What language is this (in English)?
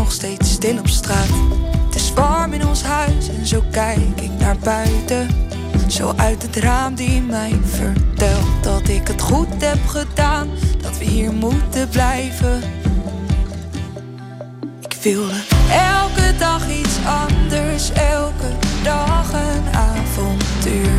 Dutch